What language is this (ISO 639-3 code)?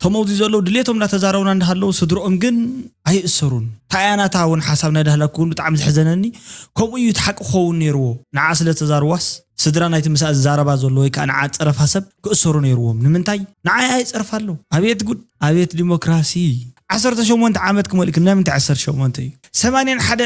tir